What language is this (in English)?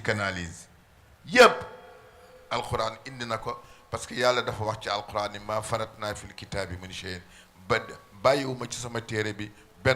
Wolof